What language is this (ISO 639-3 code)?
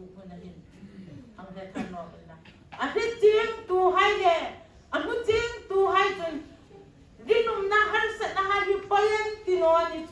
hmr